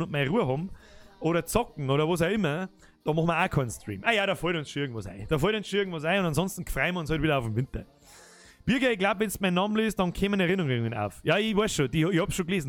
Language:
Bavarian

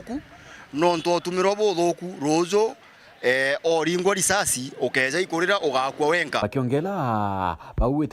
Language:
Meru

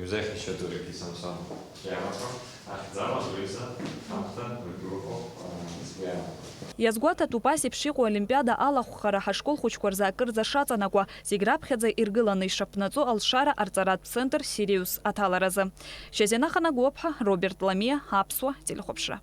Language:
Abkhazian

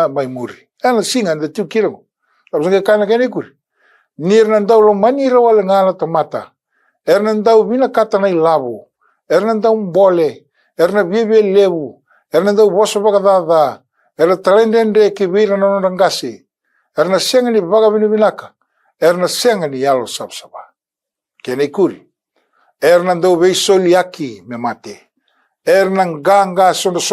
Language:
Fijian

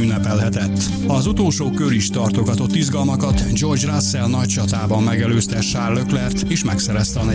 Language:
Hungarian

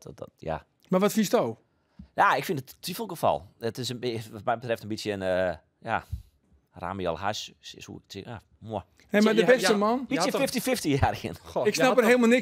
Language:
Western Frisian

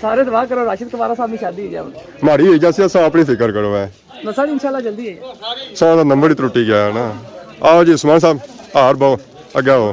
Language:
Pahari-Potwari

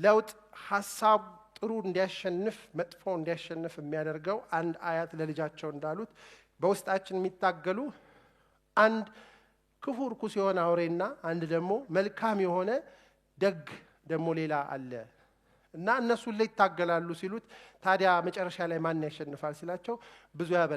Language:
Amharic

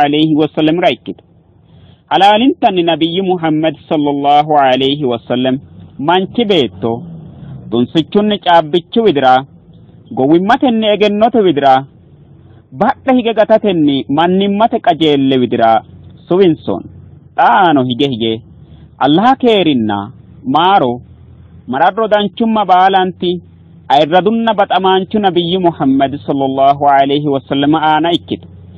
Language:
Sidamo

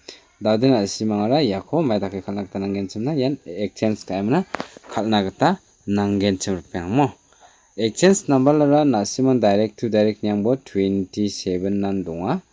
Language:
Garo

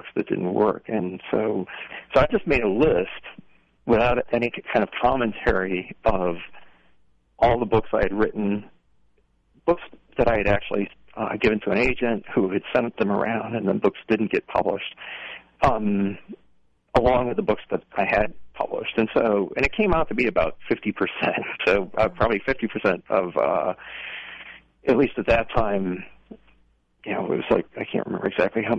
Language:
English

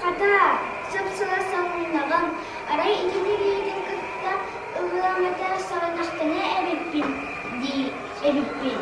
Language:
Yakut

